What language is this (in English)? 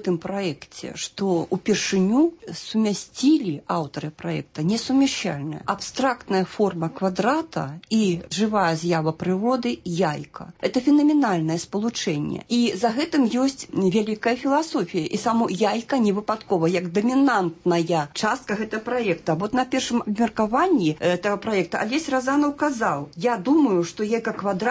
Belarusian